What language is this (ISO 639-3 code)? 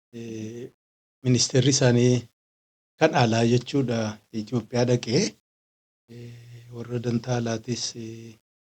orm